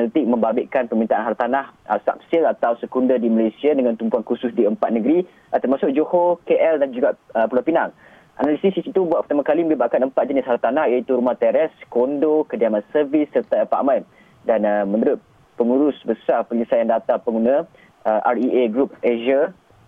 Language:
Malay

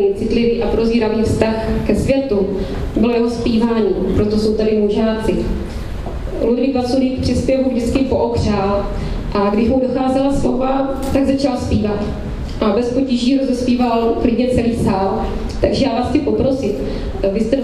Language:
Czech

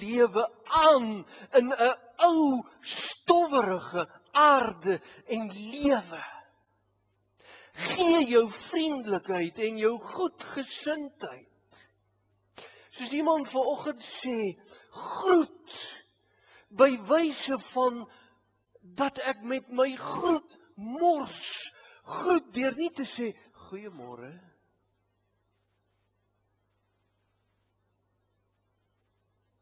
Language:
Afrikaans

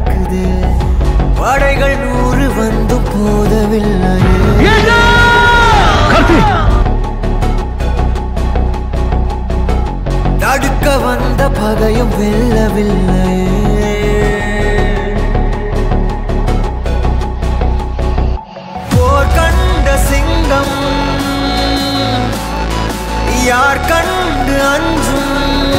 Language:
Tamil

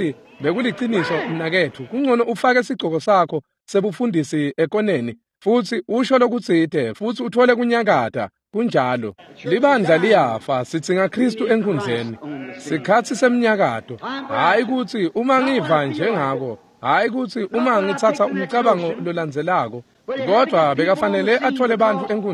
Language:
Swati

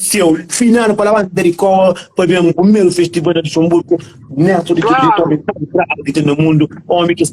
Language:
Kabuverdianu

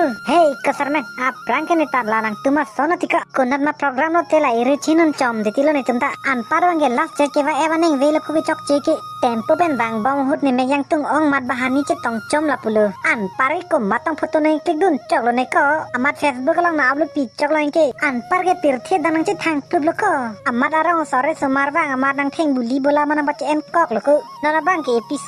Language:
Karbi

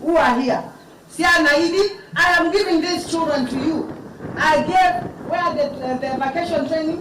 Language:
Kamba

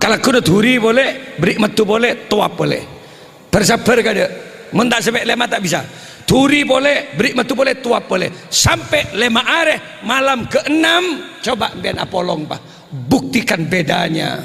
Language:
Madurese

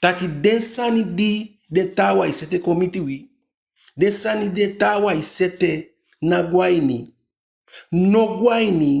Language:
Eastern Maroon Creole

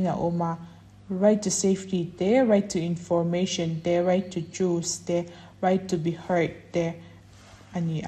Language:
Mizo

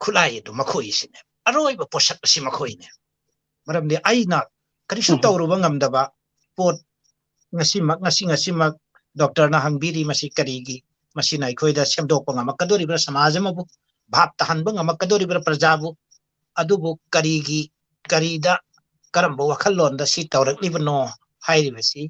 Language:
Manipuri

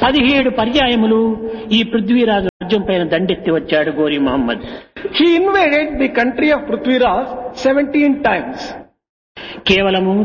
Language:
Telugu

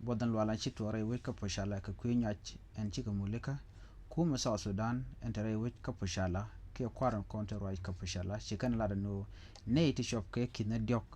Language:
Nuer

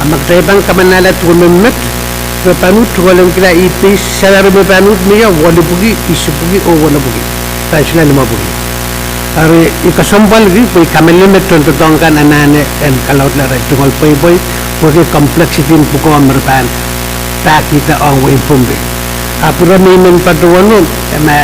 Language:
Pohnpeian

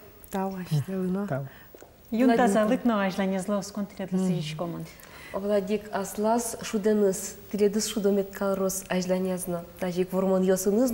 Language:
Udmurt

